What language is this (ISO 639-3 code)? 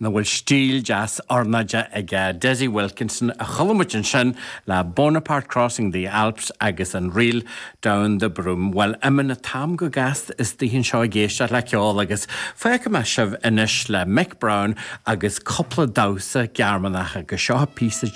gle